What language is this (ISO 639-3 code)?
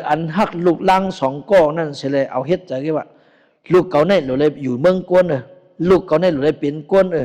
shn